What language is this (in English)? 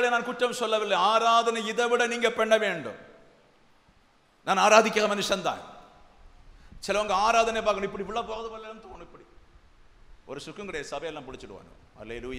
Tamil